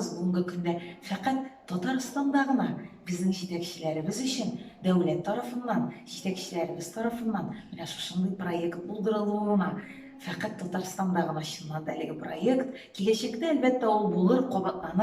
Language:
Tatar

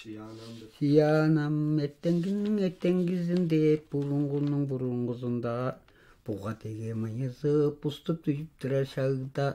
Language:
Tuvinian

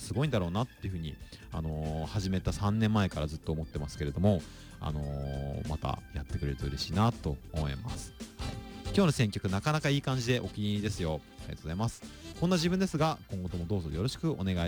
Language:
Japanese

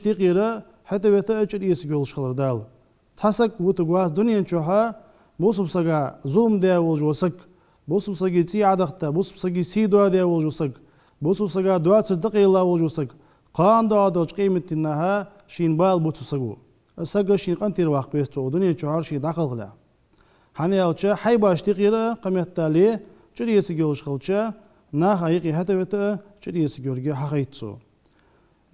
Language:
Ingush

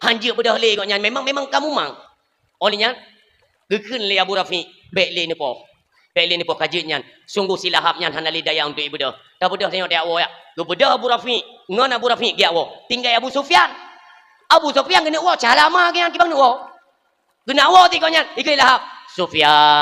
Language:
Achinese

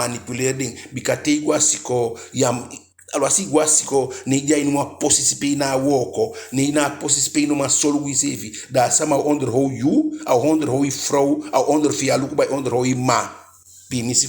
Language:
Eastern Maroon Creole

